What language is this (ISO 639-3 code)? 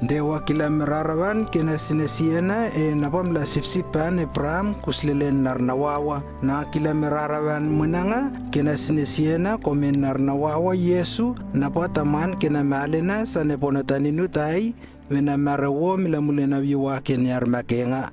lww